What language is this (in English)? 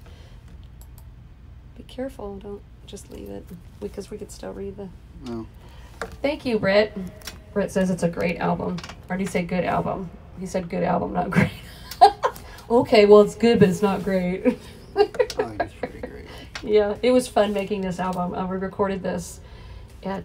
English